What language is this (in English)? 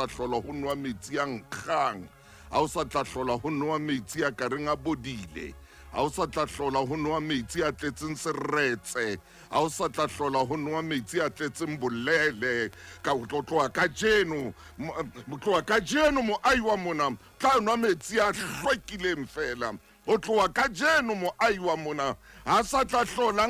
Southern Sotho